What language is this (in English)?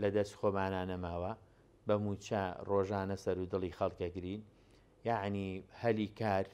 Central Kurdish